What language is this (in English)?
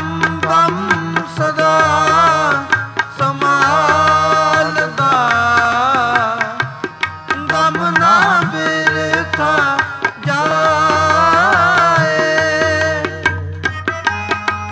Punjabi